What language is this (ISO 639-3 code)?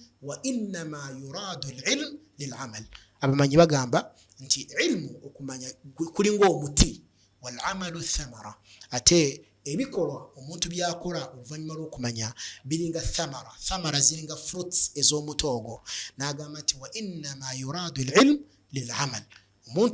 lug